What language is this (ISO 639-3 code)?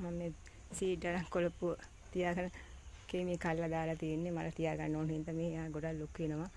sin